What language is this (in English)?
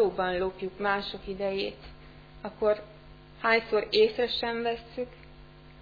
Hungarian